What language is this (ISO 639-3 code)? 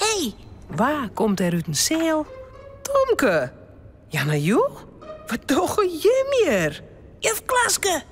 fry